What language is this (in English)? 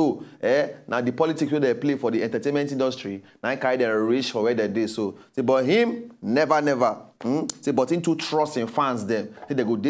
Nigerian Pidgin